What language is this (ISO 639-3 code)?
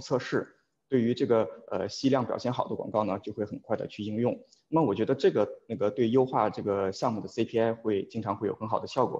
zho